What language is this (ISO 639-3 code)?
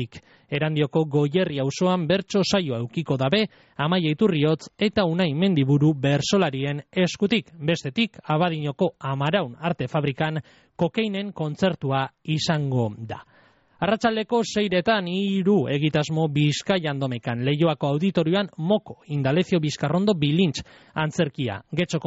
eus